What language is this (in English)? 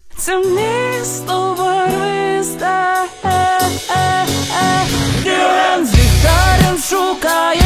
Ukrainian